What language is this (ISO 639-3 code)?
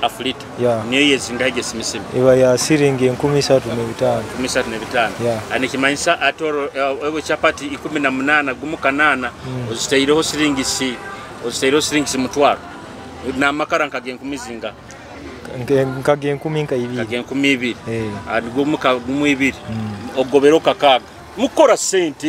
nyo